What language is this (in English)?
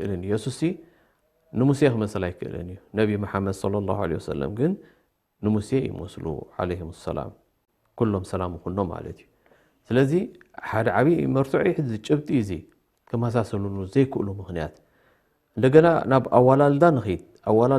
Tigrinya